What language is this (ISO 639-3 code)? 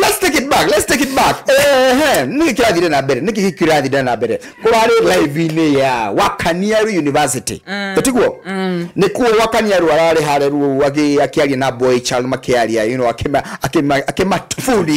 kik